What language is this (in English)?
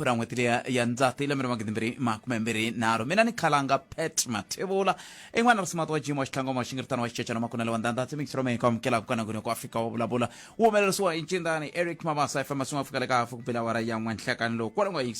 Tsonga